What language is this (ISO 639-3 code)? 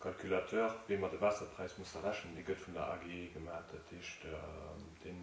ltz